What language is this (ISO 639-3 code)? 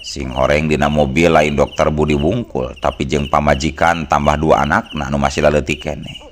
sun